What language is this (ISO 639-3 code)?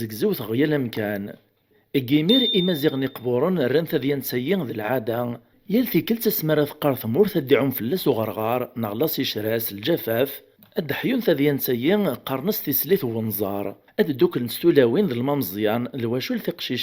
kab